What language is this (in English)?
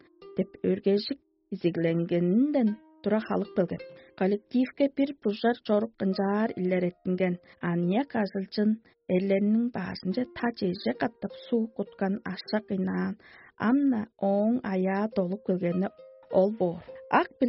Tuvinian